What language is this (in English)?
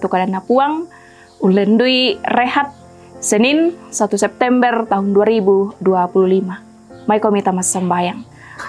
Toraja-Sa'dan